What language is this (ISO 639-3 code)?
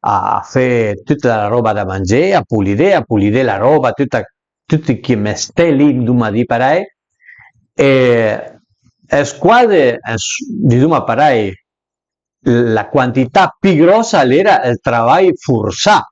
pms